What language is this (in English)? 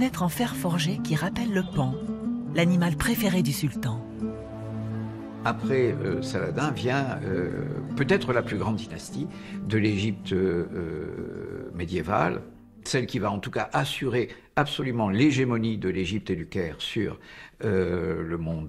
French